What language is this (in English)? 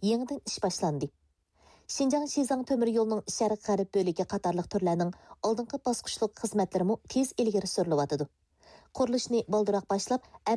Uyghur